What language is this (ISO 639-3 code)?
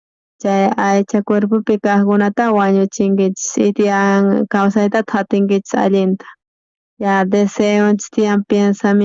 quh